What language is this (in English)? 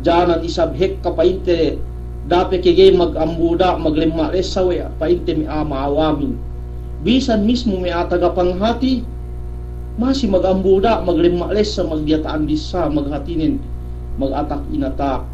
Yakan